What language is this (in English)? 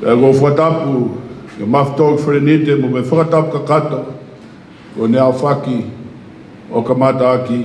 Tongan